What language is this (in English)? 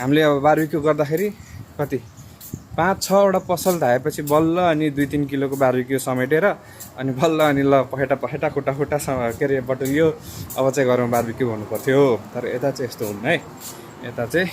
Nepali